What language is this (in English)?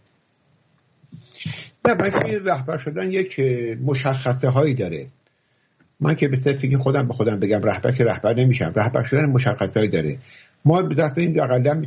Persian